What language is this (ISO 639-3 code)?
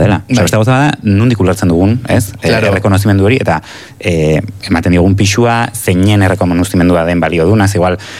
eus